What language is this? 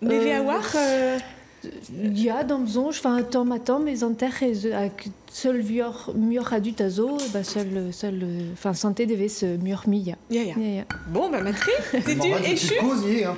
Breton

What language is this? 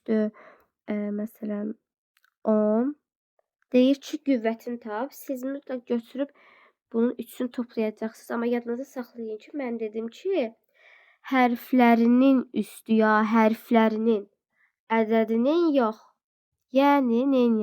Azerbaijani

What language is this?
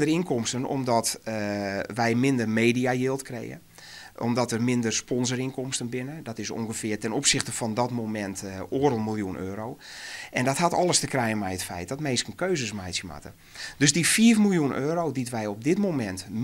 Western Frisian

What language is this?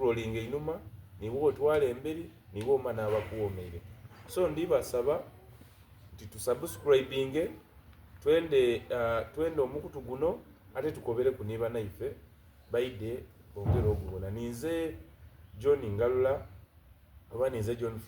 Soga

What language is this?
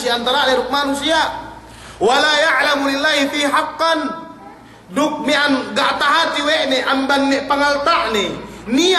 Yakan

